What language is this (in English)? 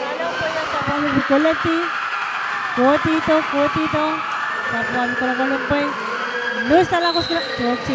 Pohnpeian